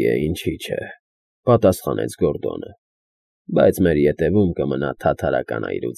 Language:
Armenian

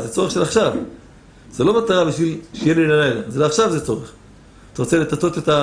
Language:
Hebrew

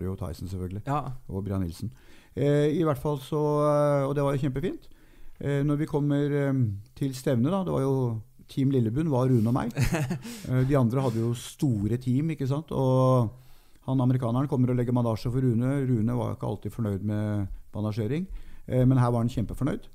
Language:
Norwegian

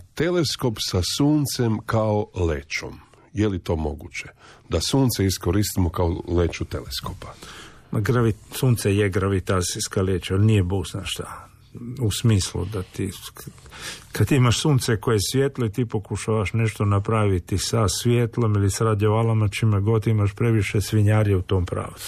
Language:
Croatian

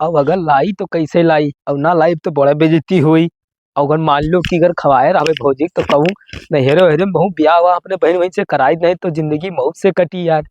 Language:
Awadhi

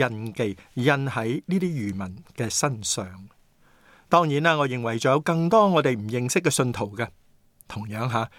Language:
Cantonese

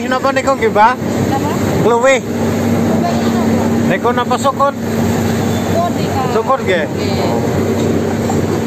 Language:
Javanese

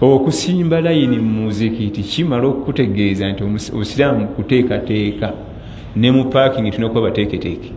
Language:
Ganda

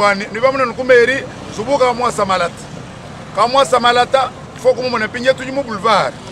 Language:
Luba-Lulua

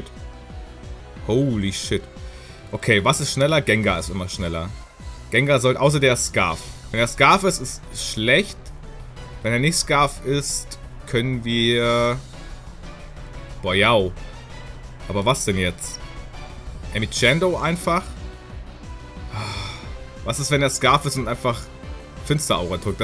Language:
German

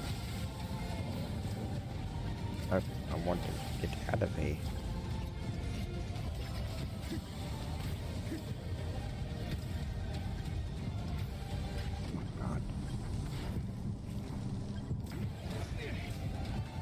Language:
English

